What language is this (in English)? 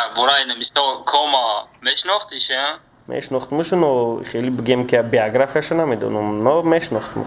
Tajik